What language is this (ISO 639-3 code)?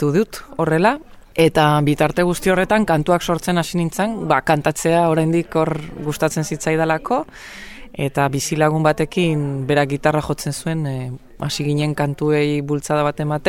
eus